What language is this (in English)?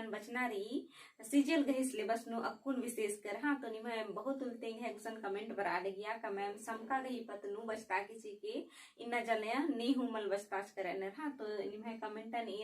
Kurukh